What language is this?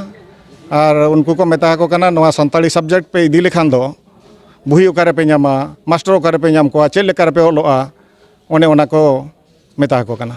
Santali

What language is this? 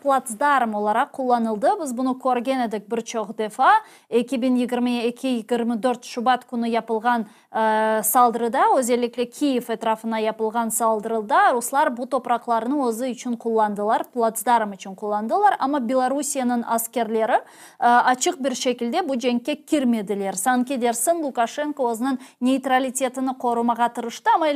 Crimean Tatar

